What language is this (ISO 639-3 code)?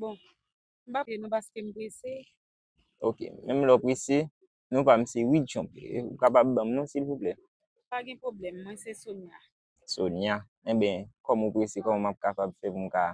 hat